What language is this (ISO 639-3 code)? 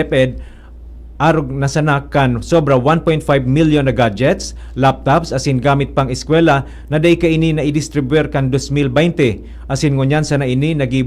bik